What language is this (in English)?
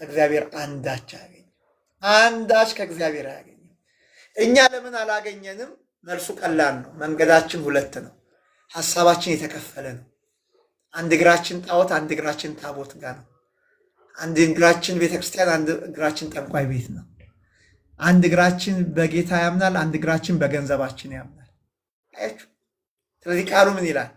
Amharic